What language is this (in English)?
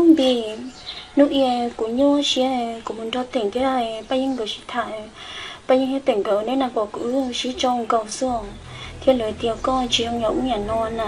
Hmong